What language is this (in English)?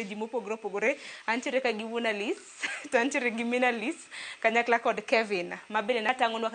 Luo (Kenya and Tanzania)